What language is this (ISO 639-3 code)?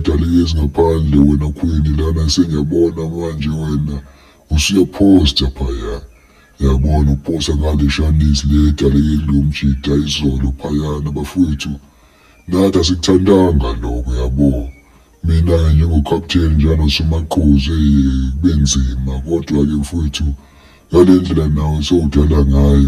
zul